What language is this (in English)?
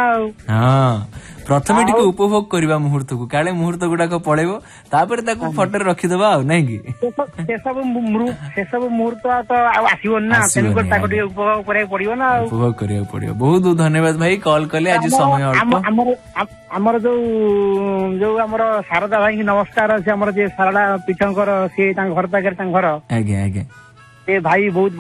Odia